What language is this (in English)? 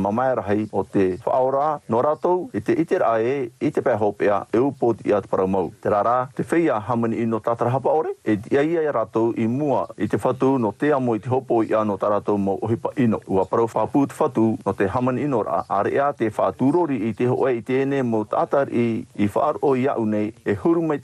Tahitian